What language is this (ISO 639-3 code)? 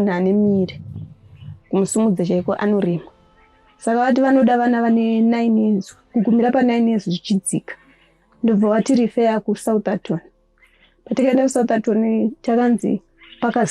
sna